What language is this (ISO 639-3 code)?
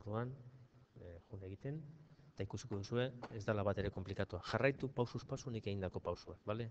eus